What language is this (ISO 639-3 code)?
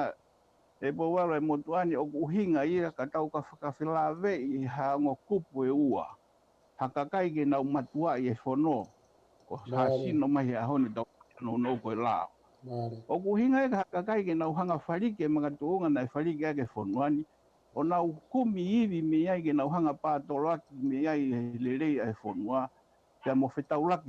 ton